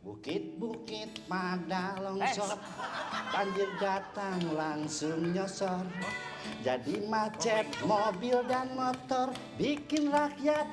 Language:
Betawi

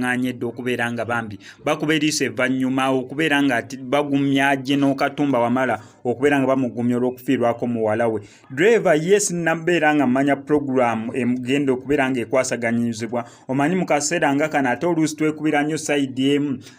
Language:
Ganda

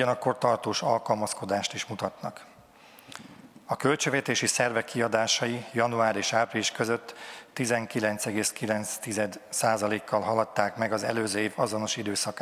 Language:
Hungarian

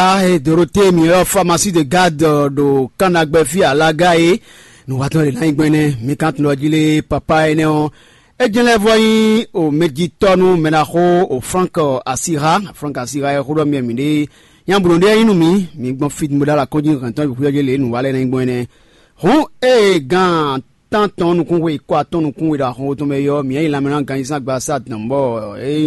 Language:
Fon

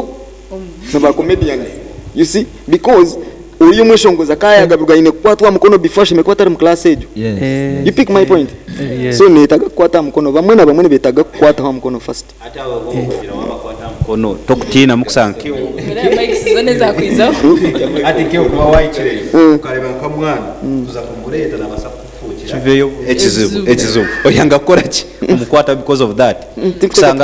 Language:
Nyankole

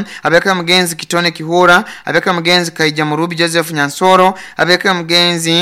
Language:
Nyoro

